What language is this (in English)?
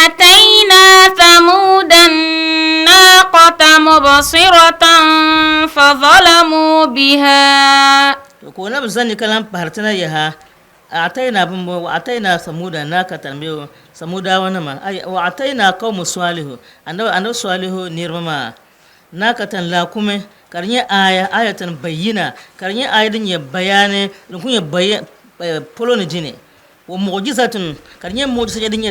Dagbani